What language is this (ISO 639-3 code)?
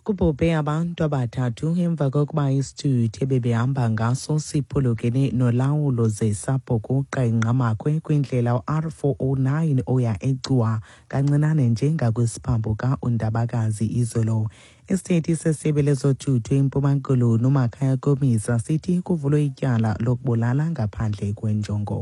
xho